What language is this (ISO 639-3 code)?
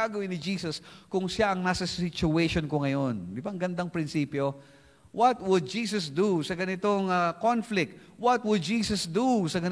fil